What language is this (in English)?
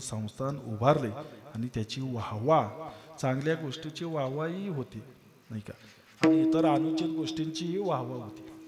Marathi